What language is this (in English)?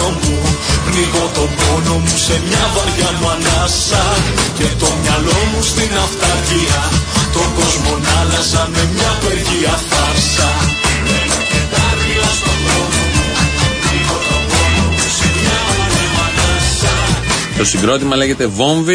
Greek